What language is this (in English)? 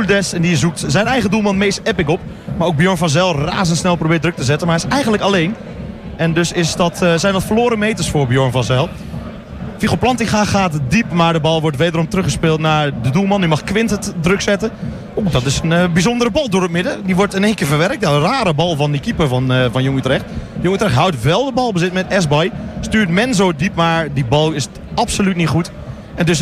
Dutch